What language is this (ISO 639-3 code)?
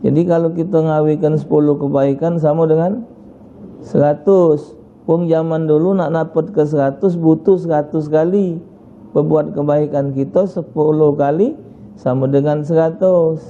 mui